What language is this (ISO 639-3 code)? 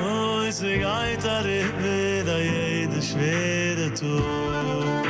yid